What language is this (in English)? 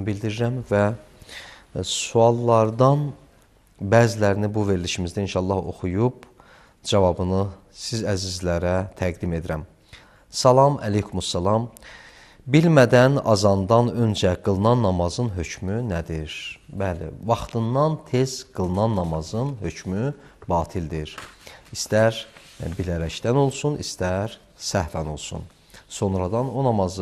Azerbaijani